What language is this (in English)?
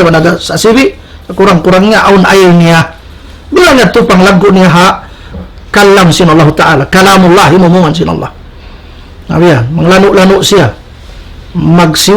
Tausug